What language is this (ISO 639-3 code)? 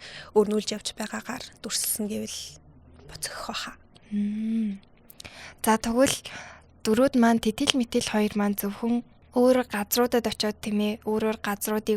mon